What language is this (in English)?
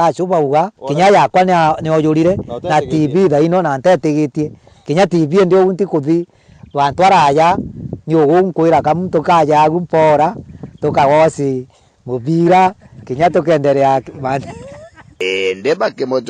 Meru